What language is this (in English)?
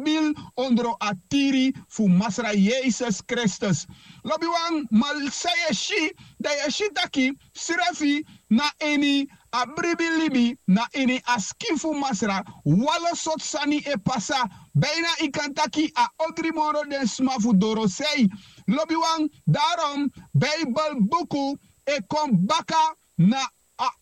Sranan Tongo